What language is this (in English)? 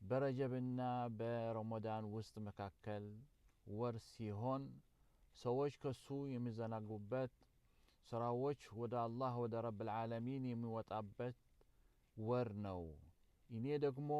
Amharic